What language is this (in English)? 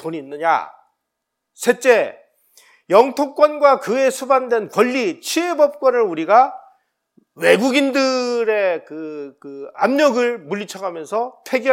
Korean